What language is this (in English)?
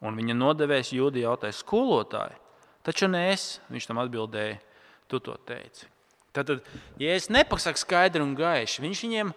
Latvian